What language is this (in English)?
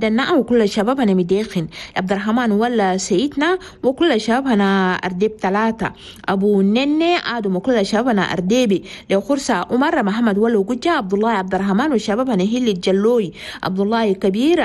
Chadian Arabic